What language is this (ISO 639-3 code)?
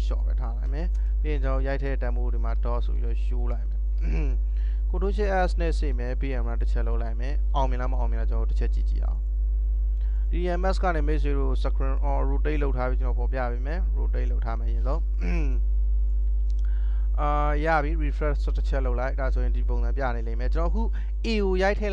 mya